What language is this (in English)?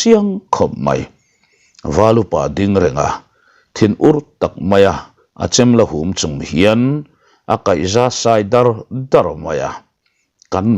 Mizo